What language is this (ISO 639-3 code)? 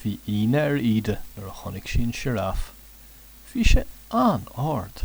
gle